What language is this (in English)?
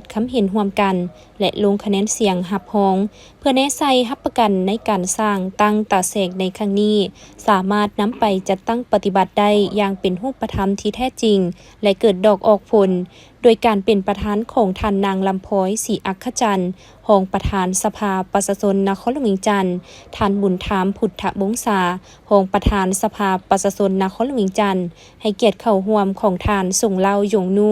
Lao